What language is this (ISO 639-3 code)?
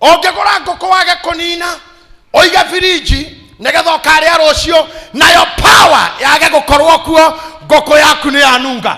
kik